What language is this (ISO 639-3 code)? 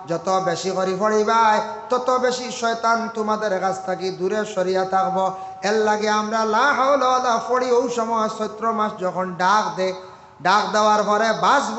syl